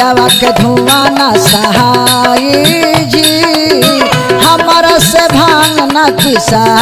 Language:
Bhojpuri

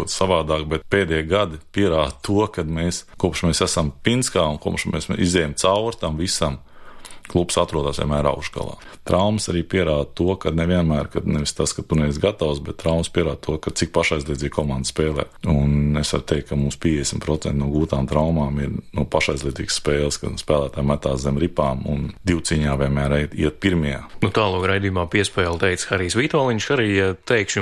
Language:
Latvian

